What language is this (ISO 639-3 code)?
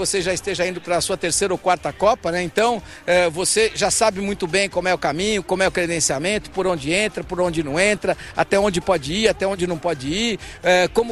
por